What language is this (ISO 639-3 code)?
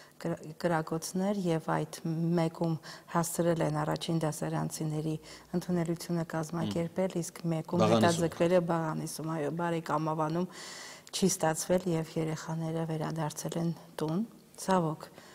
hye